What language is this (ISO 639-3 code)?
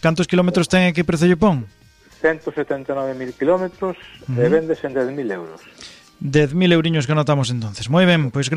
glg